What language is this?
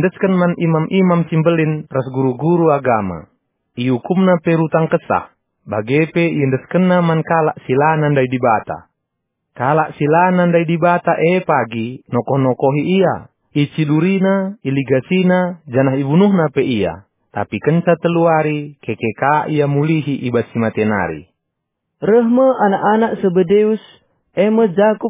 Batak Karo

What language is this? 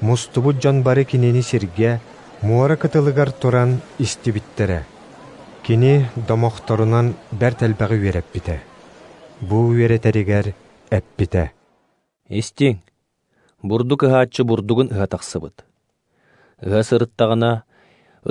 Yakut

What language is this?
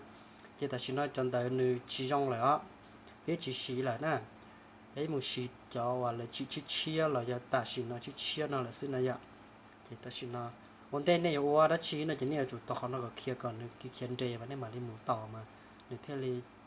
Hmong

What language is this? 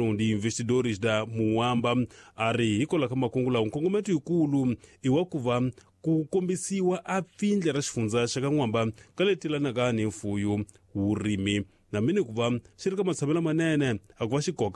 Tsonga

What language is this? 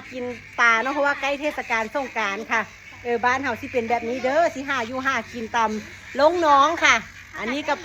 Northeastern Thai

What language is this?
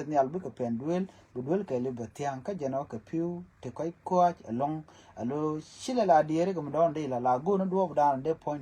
Nuer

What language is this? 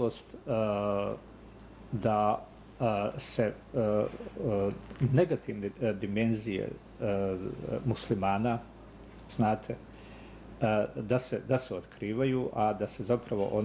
Bosnian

